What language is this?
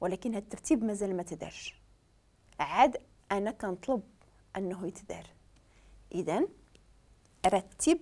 Moroccan Arabic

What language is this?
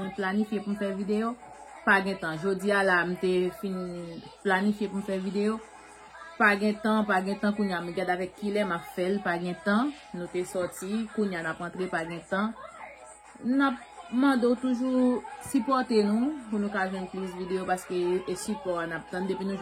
Haitian Creole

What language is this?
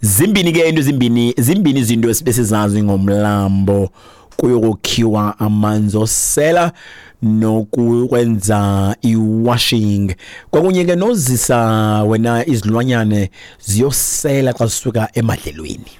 Xhosa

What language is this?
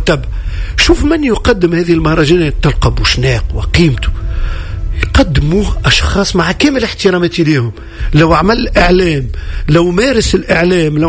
Tunisian Arabic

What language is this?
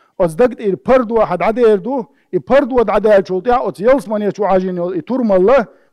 Chechen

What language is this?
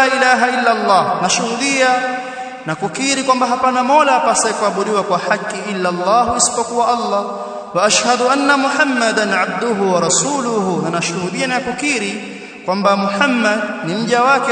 Swahili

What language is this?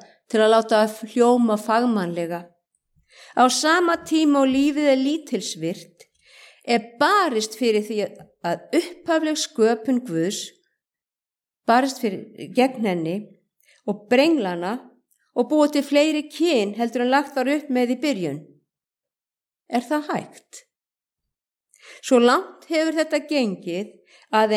Icelandic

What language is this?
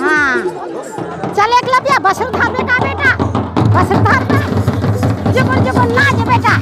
Chhattisgarhi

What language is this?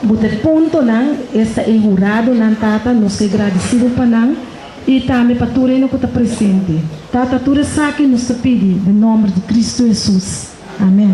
Papiamento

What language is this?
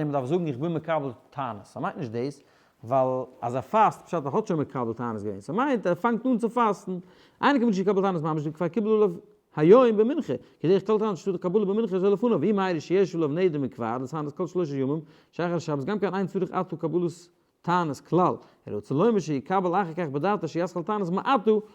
Yiddish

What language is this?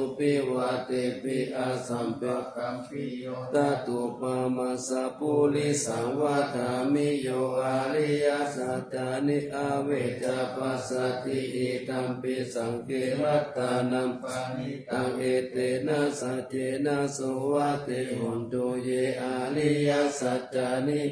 Pali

